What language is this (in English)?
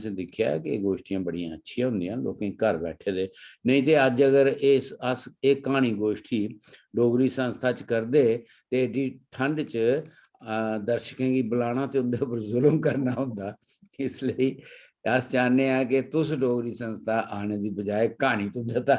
Dogri